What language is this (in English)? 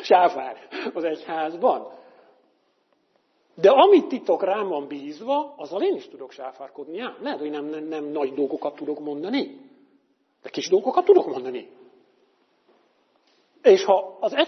Hungarian